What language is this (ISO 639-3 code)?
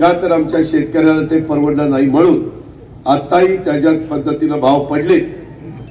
mar